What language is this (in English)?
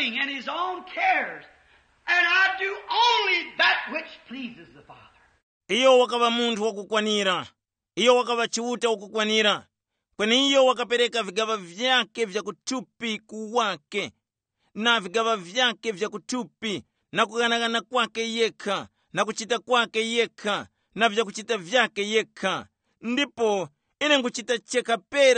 Tumbuka